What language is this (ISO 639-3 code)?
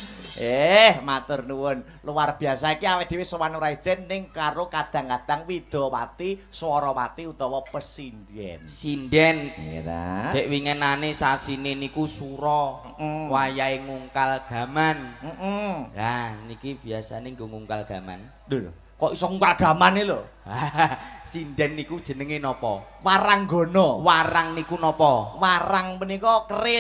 jav